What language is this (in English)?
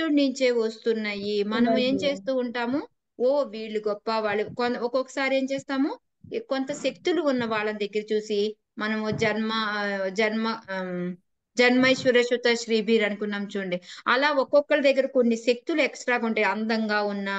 Telugu